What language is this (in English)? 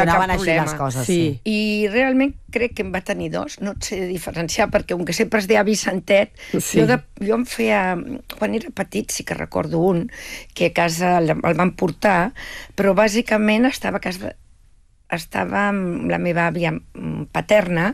Catalan